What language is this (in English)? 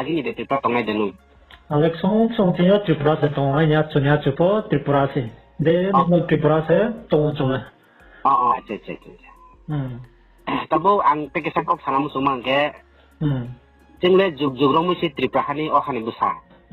Riang (India)